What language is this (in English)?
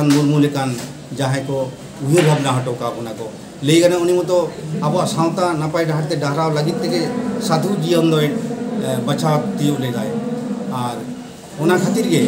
Santali